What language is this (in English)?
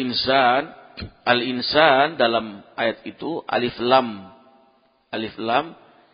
Indonesian